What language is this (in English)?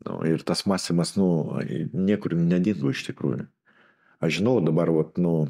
Lithuanian